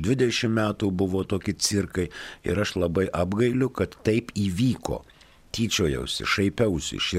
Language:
Lithuanian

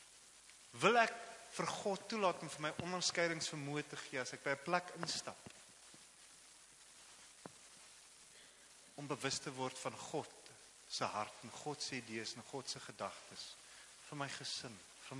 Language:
Afrikaans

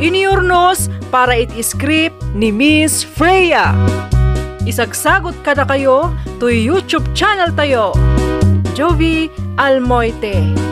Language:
Iloko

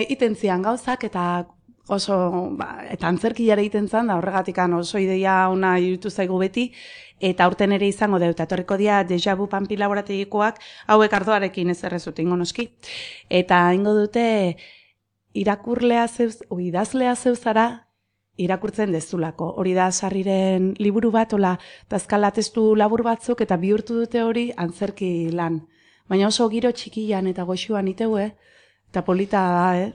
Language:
Basque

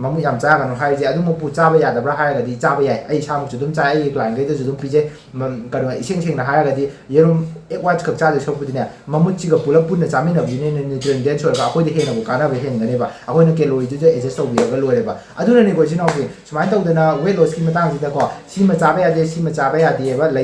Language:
Manipuri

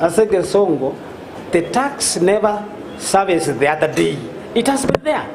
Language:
Gusii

